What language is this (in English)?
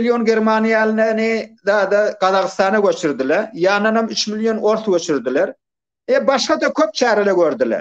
Turkmen